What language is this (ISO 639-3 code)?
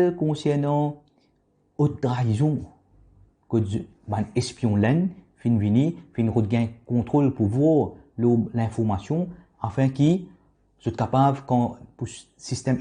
mfe